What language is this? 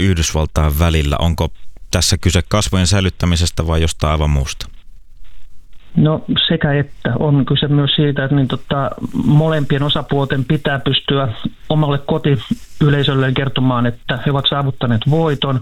Finnish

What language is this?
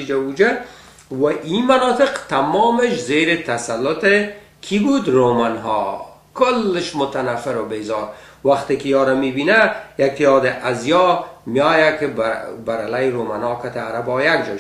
Persian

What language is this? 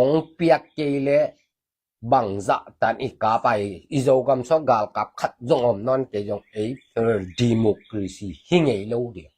Tedim Chin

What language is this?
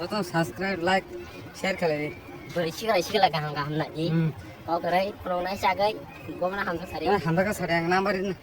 Kok Borok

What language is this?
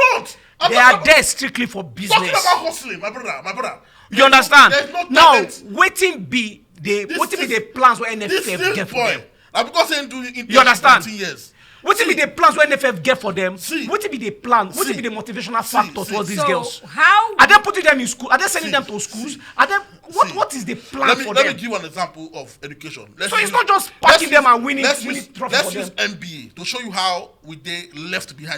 Nigerian Pidgin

